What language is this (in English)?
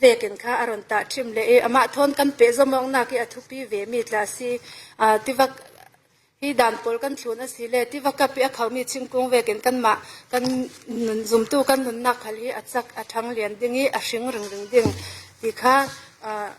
Falam Chin